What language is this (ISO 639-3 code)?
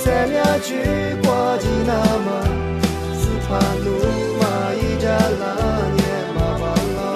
lis